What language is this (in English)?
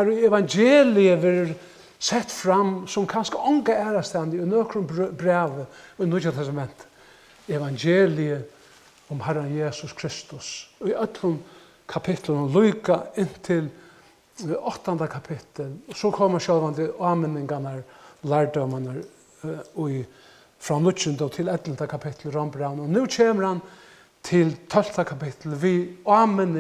Faroese